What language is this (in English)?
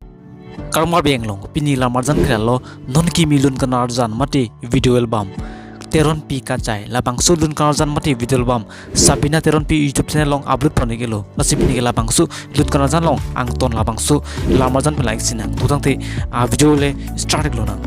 Karbi